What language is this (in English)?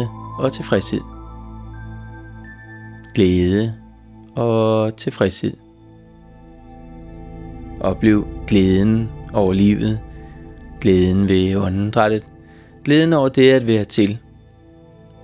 Danish